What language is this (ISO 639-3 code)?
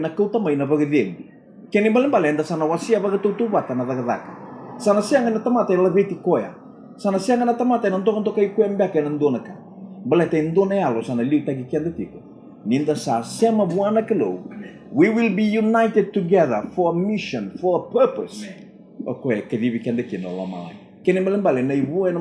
fij